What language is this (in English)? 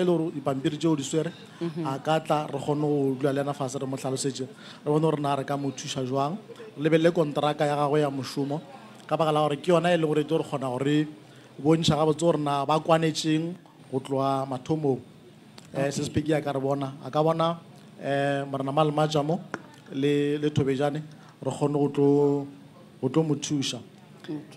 Northern Sotho